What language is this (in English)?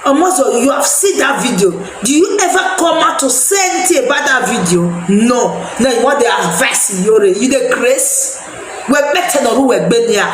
Nigerian Pidgin